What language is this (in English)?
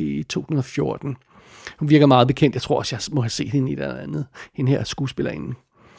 Danish